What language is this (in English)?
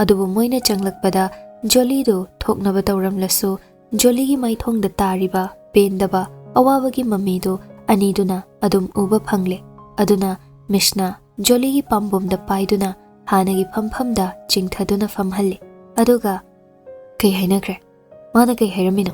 Manipuri